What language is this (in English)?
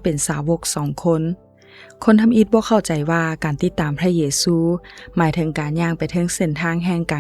Lao